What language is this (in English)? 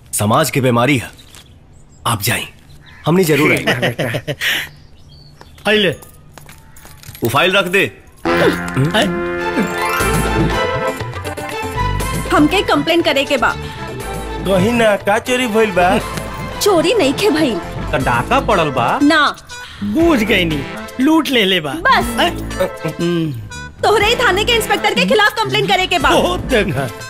Bhojpuri